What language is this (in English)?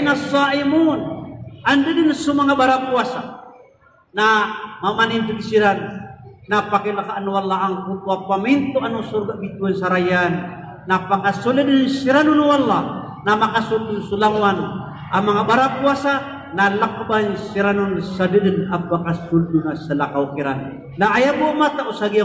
Maranao